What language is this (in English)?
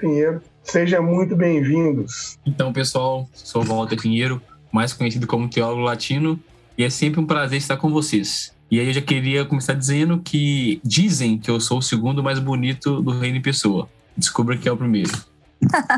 Portuguese